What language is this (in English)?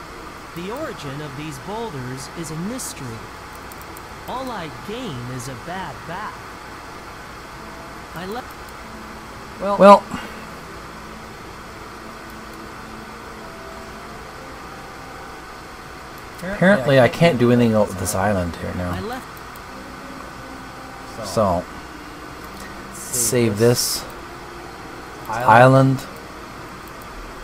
English